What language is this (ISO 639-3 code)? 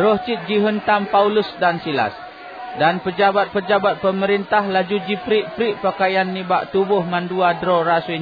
ace